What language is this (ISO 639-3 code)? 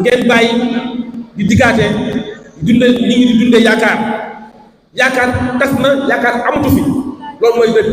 wol